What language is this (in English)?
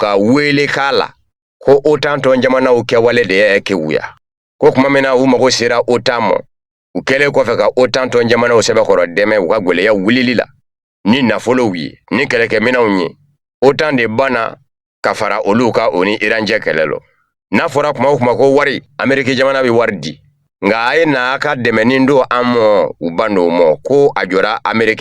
Bambara